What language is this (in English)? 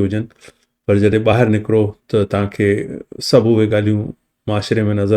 Sindhi